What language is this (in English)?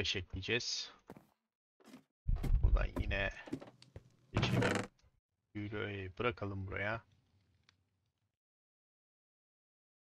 Turkish